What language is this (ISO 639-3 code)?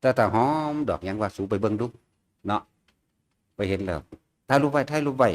tts